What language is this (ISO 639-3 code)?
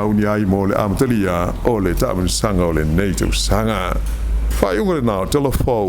smo